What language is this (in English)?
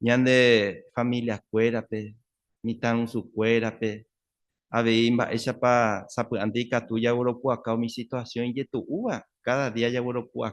Guarani